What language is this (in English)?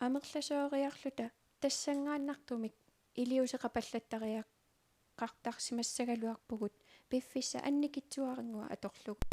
Kalaallisut